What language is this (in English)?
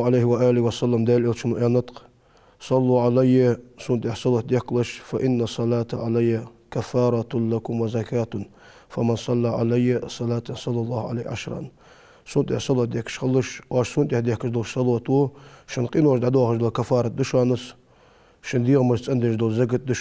Ingush